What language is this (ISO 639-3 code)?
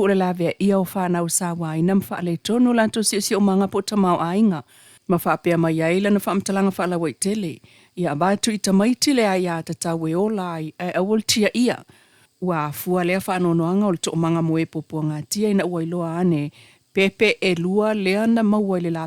smo